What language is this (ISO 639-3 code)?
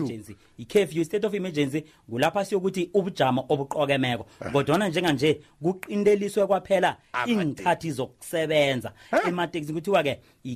nbl